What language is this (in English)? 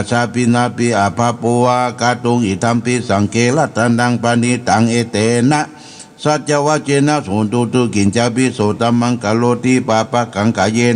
Pali